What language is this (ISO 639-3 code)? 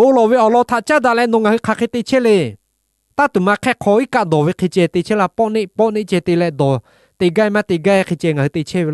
lhu